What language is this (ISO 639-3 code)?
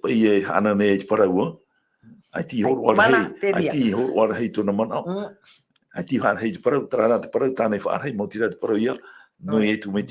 tah